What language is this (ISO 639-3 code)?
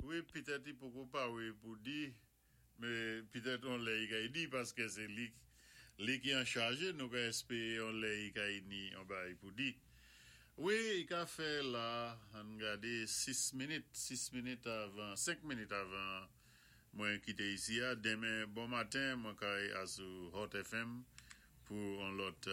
acf